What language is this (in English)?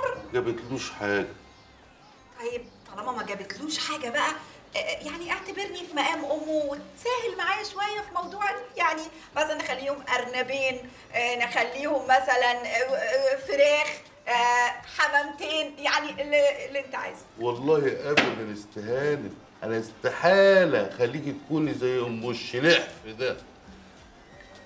Egyptian Arabic